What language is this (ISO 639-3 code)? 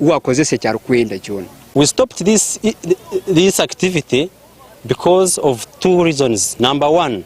nyn